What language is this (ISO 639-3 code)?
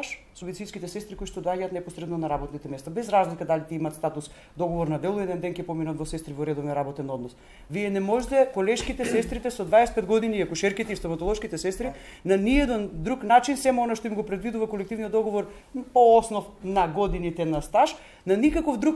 mkd